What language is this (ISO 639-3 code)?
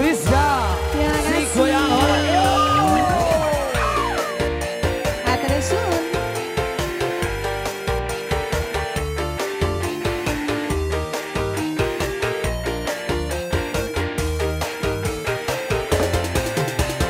ind